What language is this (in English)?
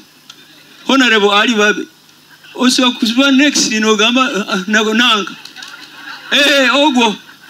Nyoro